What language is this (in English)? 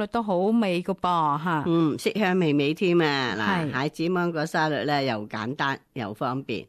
Cantonese